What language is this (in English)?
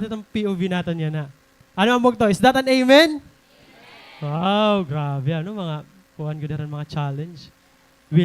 Waray